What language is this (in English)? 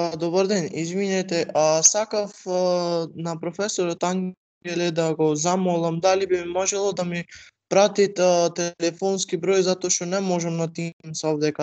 Macedonian